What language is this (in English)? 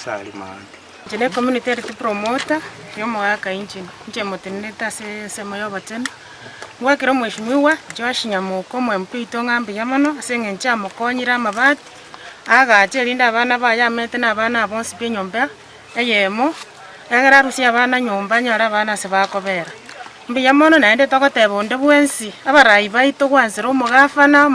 Gusii